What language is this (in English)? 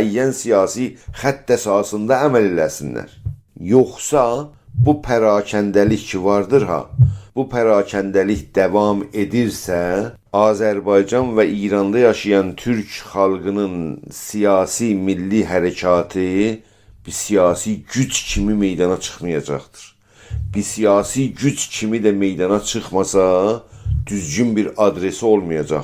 South Azerbaijani